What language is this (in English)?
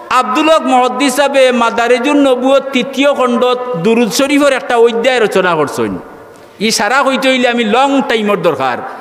Sylheti